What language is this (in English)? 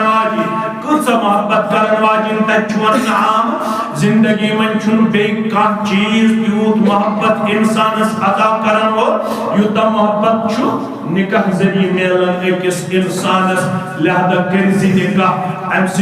Kashmiri